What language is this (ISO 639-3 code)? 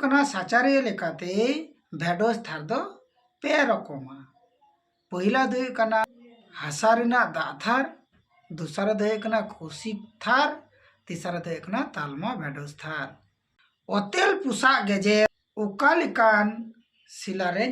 sat